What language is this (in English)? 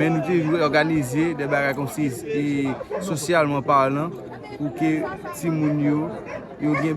Haitian Creole